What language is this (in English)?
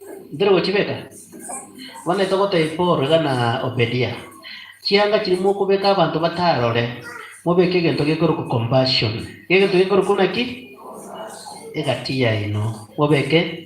Gusii